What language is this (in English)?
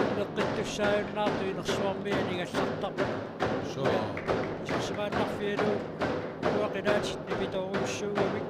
Kalaallisut